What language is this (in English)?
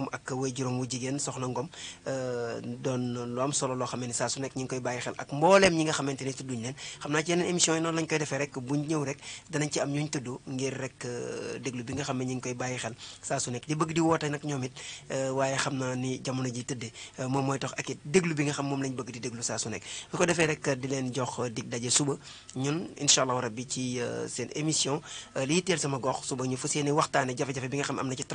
Wolof